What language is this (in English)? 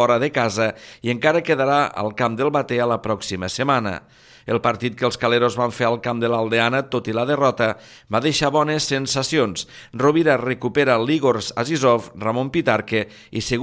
Catalan